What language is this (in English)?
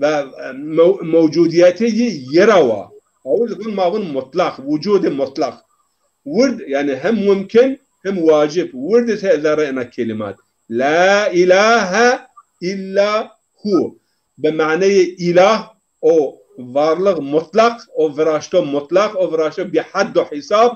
Zaza